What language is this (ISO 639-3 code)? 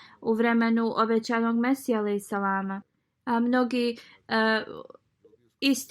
bos